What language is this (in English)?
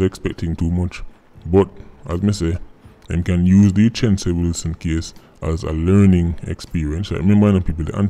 Jamaican Creole English